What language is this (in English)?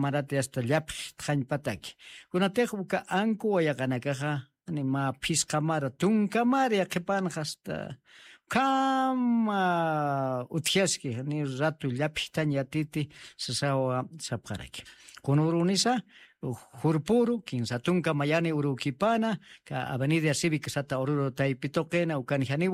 Aymara